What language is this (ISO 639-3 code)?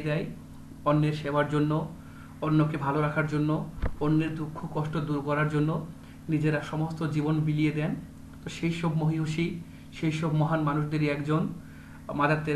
ben